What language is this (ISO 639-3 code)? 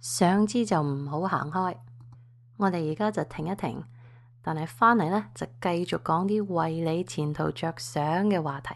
yue